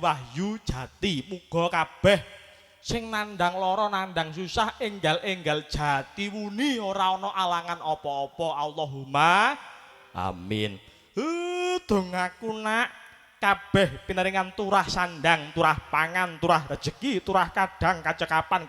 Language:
Javanese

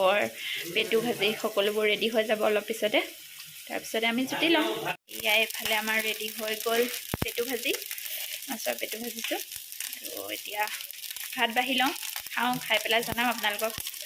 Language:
Assamese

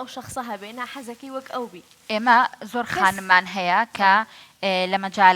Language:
Central Kurdish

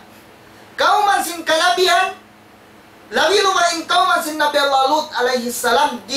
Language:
Tausug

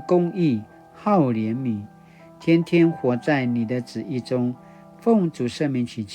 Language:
Paiwan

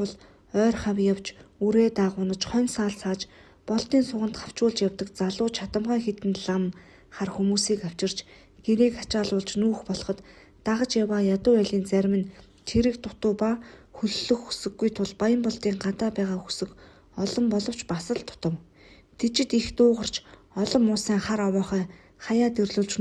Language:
Mongolian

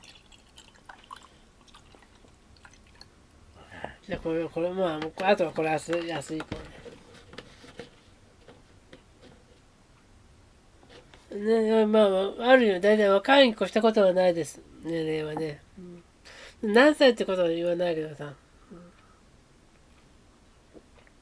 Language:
Japanese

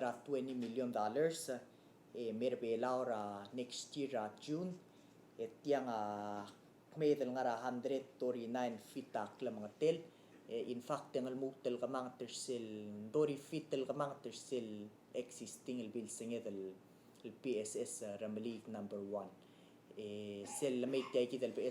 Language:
Palauan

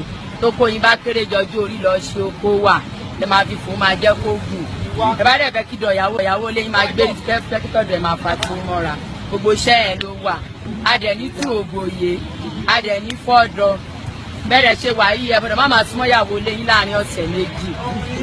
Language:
Yoruba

